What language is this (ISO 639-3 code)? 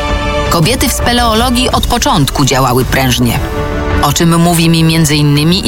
pol